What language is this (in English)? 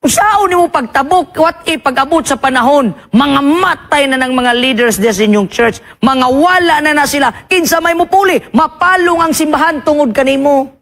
Cebuano